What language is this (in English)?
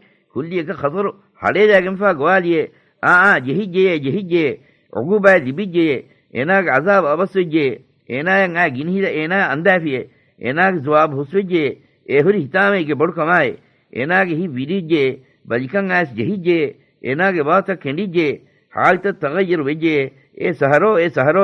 Divehi